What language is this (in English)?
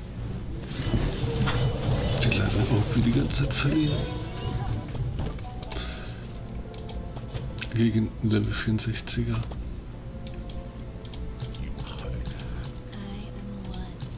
German